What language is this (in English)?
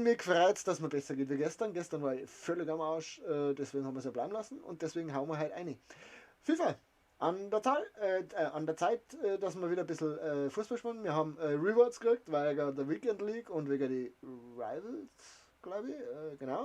Bavarian